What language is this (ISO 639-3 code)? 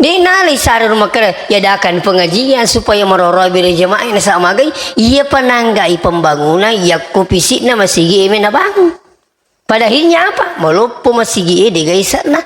bug